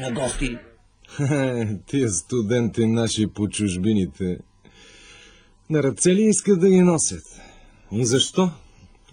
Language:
Bulgarian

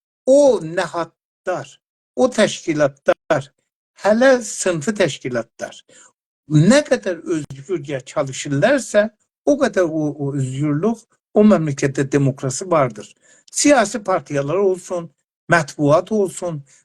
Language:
South Azerbaijani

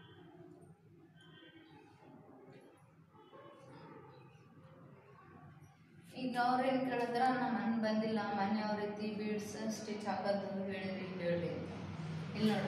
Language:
Kannada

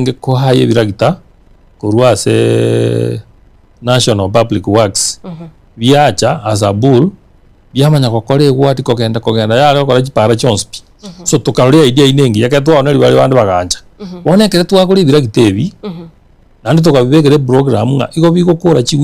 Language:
Gusii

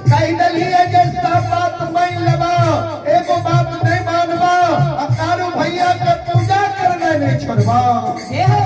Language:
Maithili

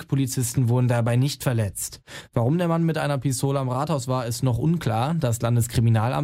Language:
German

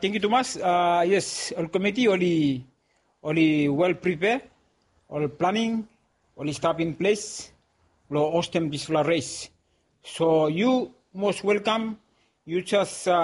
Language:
Bislama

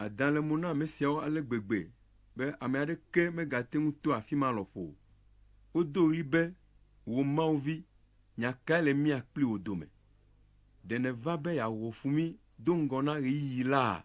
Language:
Ewe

